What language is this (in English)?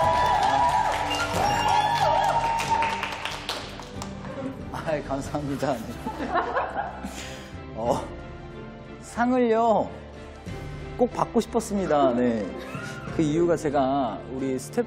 Korean